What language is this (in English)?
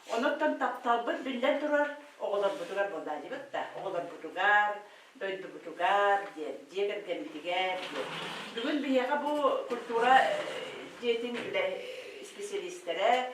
Yakut